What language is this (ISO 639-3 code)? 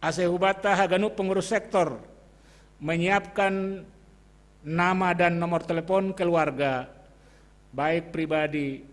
bts